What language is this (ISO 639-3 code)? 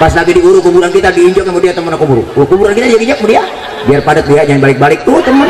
bew